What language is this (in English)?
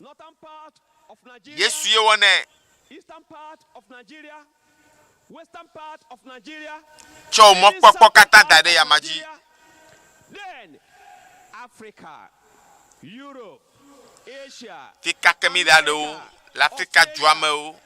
Ewe